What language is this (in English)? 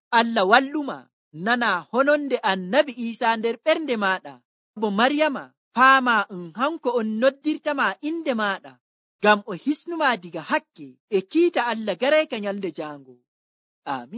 Nigerian Fulfulde